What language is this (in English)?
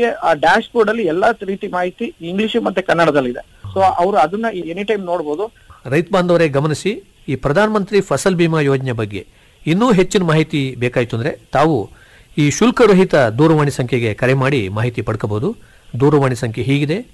Kannada